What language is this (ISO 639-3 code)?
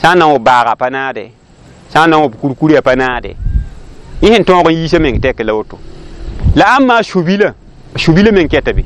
mos